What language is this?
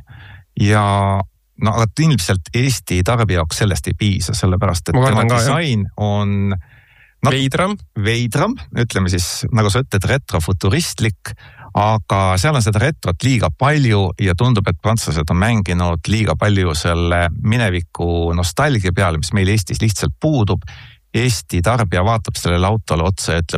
Estonian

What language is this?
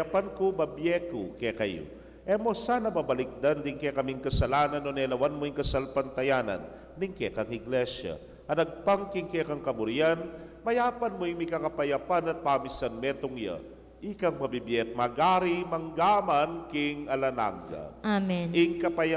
Pampanga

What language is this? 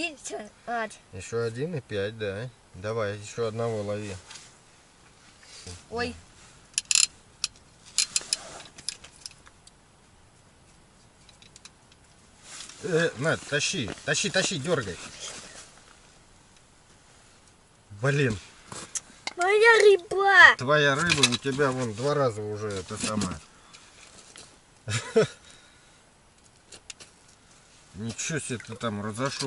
Russian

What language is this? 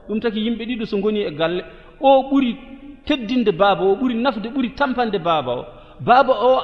Fula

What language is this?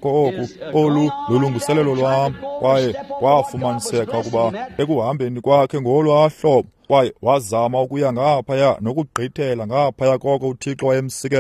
Xhosa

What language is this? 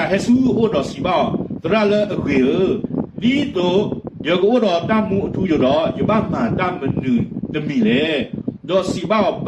S'gaw Karen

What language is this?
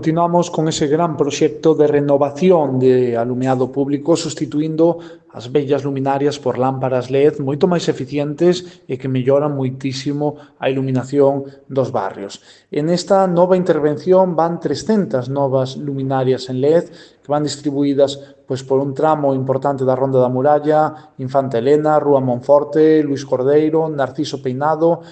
Galician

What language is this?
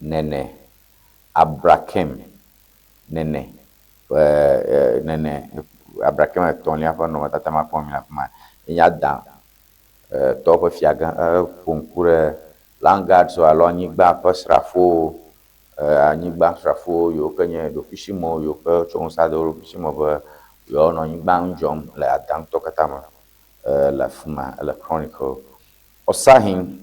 Ewe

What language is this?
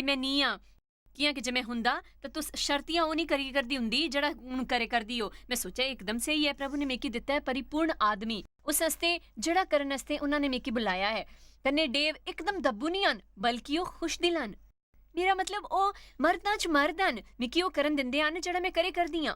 Dogri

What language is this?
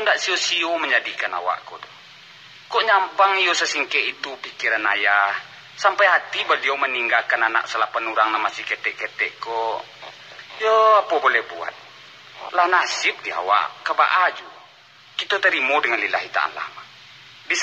Minangkabau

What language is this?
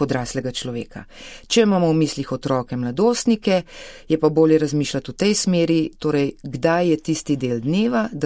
Slovenian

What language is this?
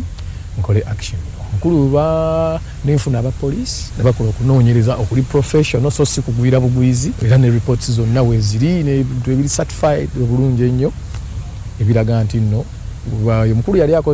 Ganda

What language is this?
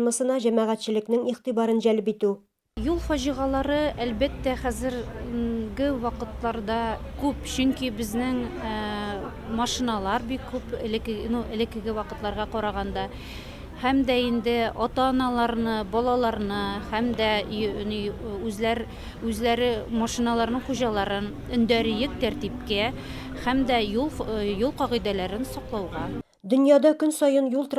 Tatar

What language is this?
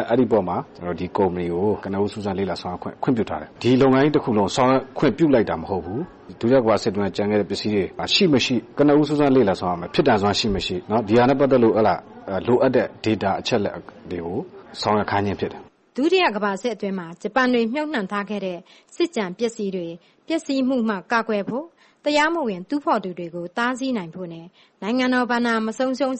Burmese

